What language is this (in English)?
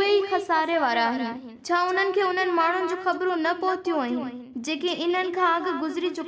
Sindhi